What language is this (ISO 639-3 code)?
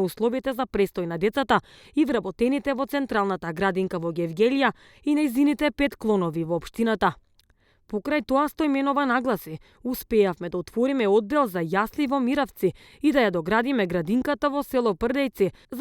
mkd